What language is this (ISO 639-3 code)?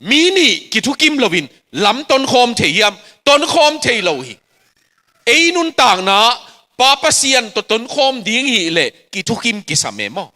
ctd